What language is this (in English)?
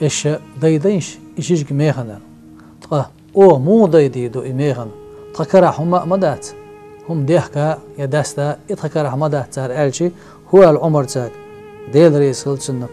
Chechen